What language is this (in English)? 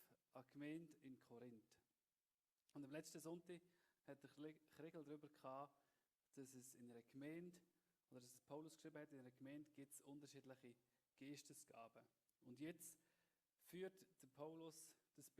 Swiss German